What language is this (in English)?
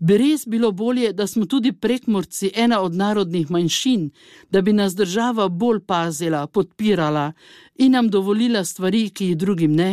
Slovenian